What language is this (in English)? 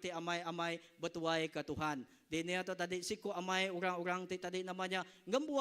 Iban